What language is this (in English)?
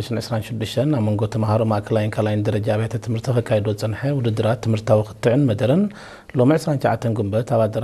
Tigrinya